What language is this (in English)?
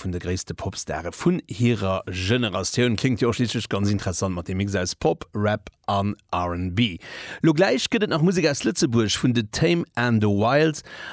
Luxembourgish